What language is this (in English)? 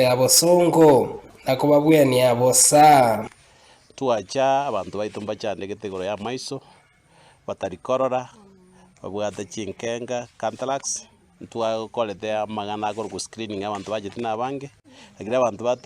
Gusii